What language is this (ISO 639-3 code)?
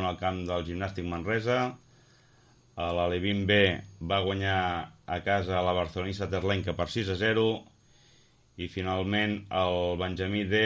cat